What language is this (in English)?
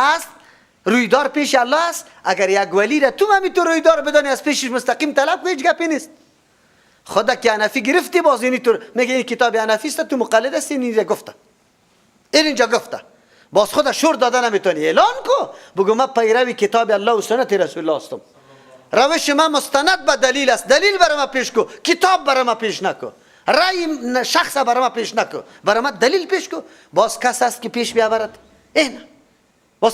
Persian